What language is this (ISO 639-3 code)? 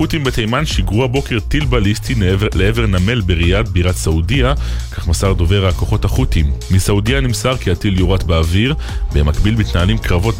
heb